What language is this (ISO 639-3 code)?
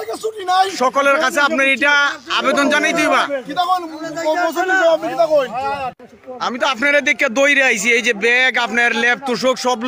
syl